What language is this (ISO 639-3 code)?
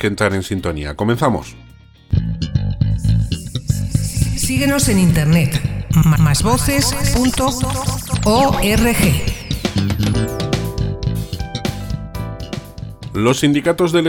spa